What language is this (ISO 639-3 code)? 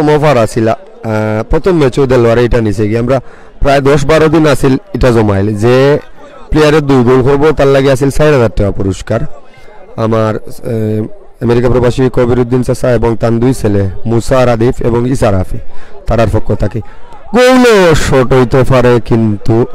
syl